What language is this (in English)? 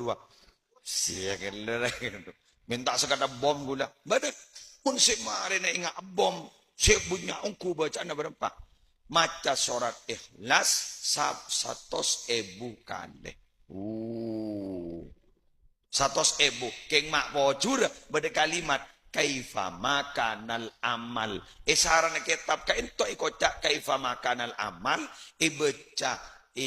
Madurese